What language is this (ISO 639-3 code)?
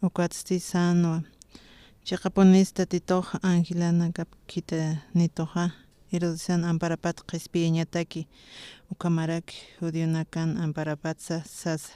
aym